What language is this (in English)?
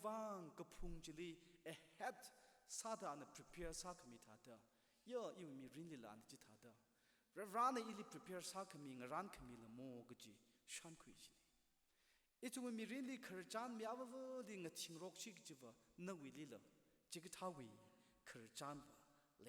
Tangkhul Naga (India)